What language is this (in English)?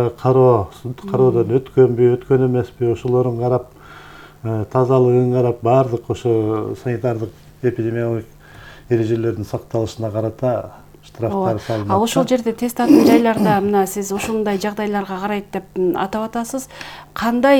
Kyrgyz